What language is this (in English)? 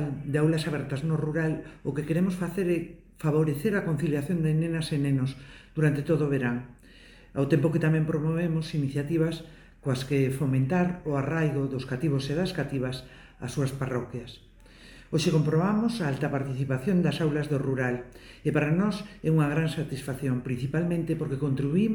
Galician